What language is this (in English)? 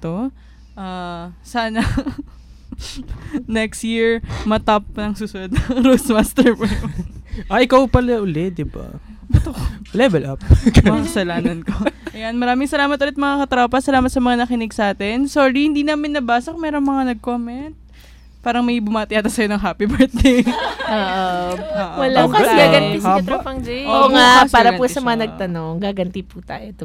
Filipino